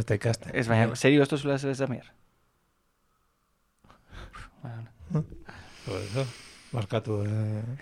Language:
Basque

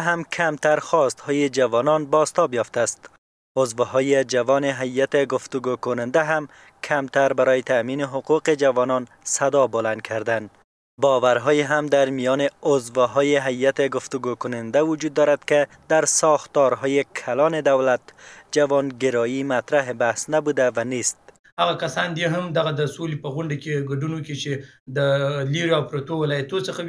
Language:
Persian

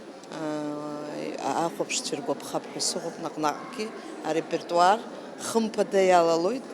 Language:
Abkhazian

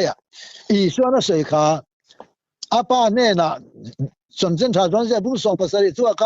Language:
Mizo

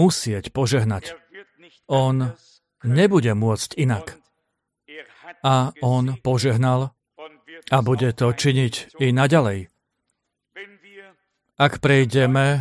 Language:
Slovak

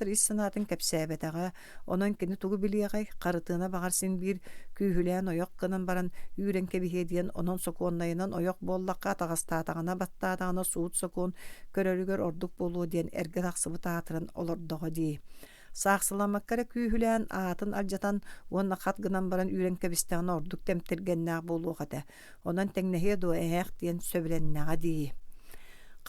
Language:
Yakut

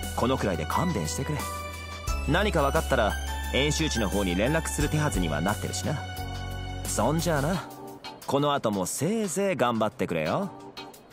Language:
Japanese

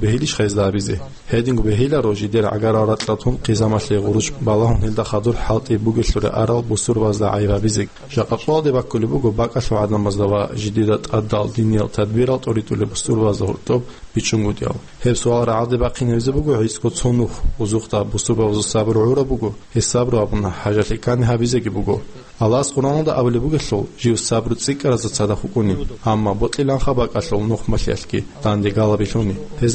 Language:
Avaric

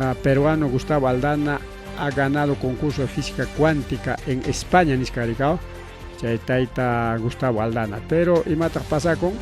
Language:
Ayacucho Quechua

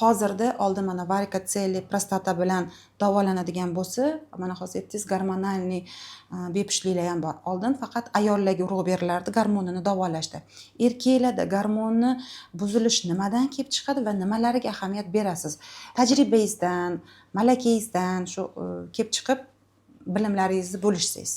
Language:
Uzbek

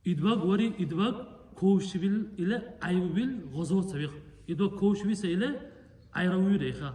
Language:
Dargwa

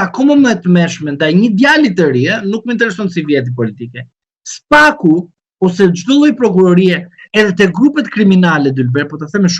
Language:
Albanian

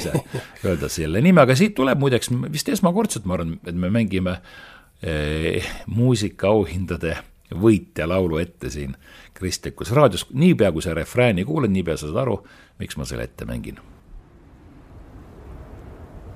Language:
Estonian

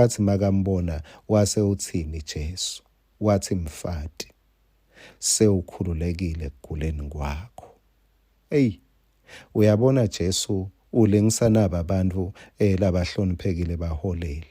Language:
Swati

